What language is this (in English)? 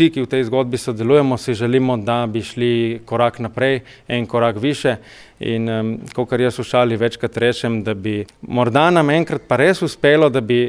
Slovenian